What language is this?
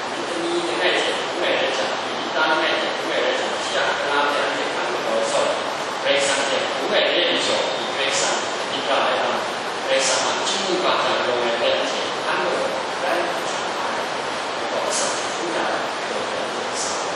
Kachin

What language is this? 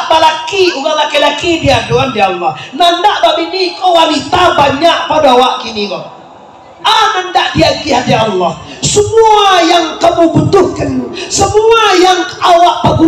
Minangkabau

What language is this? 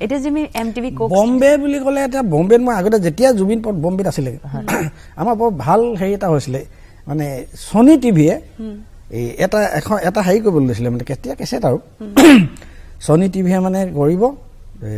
Assamese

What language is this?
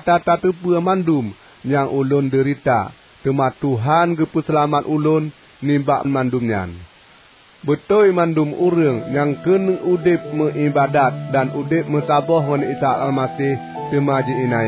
Achinese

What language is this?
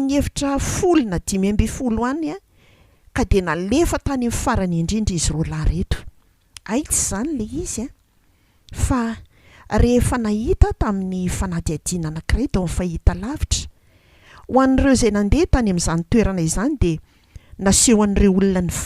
Malagasy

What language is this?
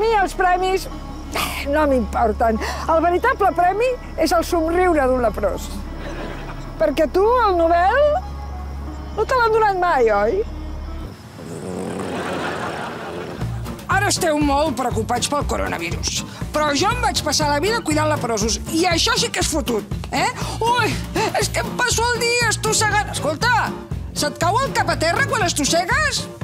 Catalan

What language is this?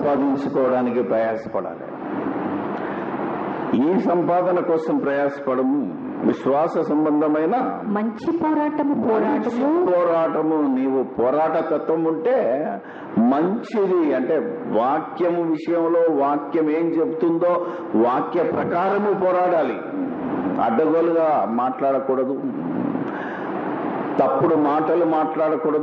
Telugu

